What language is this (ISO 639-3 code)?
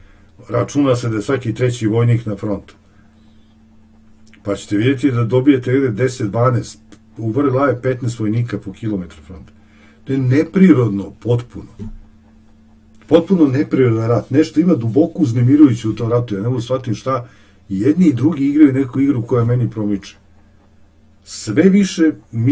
srp